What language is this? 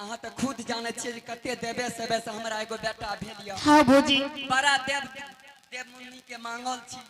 Angika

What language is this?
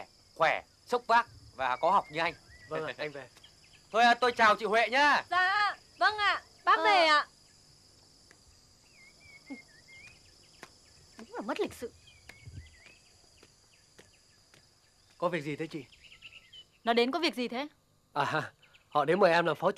Vietnamese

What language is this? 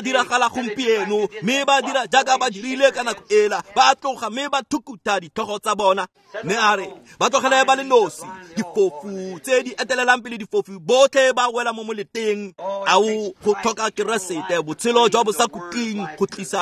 Tswana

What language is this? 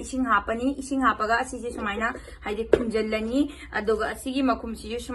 Manipuri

